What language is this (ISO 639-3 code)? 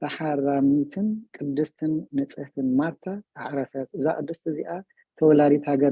tir